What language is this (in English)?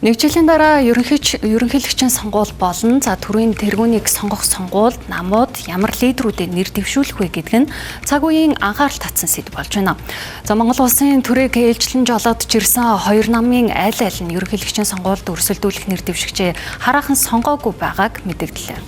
Mongolian